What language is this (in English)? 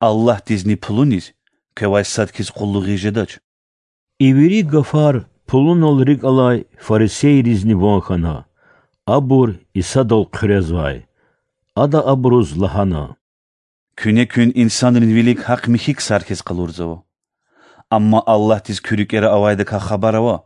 Lezghian